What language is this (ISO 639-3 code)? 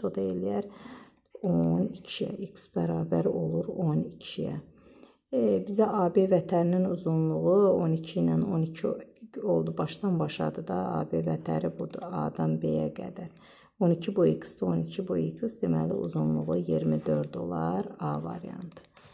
aze